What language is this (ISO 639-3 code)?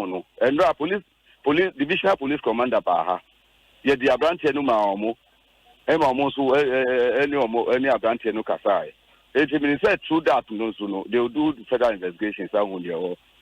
aka